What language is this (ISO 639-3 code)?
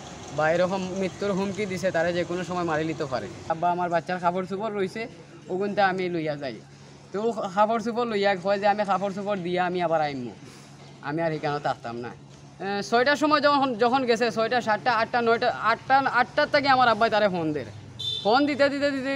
syl